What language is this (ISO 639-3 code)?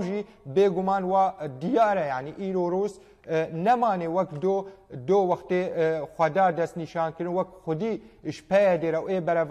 kur